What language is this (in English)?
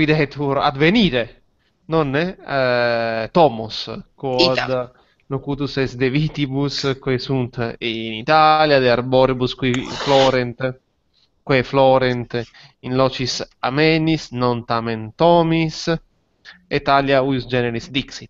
Latin